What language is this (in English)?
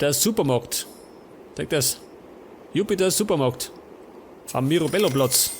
Bavarian